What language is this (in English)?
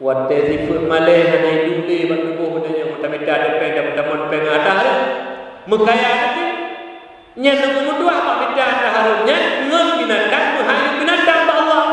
Achinese